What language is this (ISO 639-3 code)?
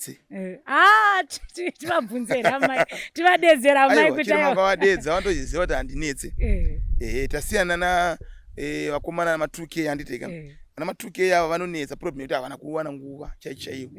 sna